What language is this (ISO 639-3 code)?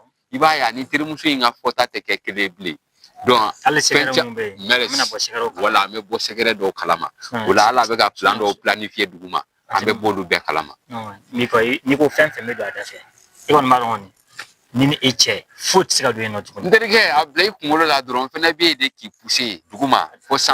bam